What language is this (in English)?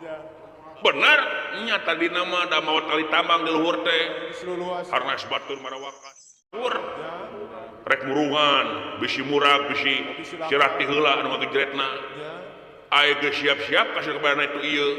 Sundanese